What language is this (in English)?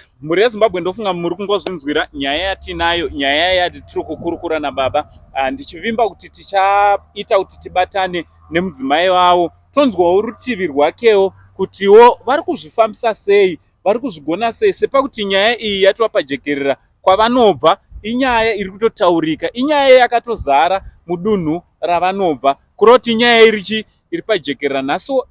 Shona